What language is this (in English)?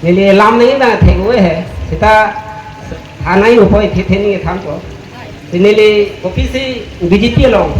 Karbi